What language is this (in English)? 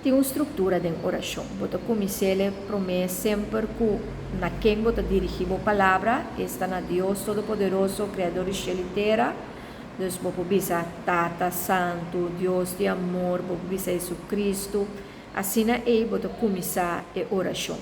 Papiamento